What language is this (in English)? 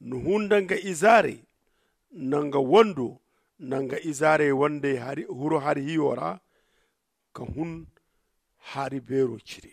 Zarma